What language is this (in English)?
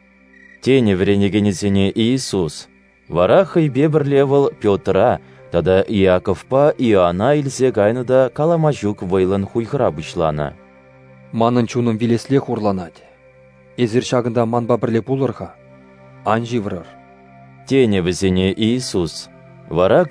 Chuvash